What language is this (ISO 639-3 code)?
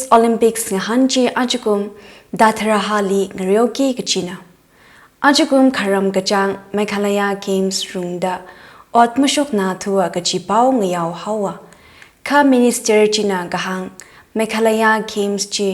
nmf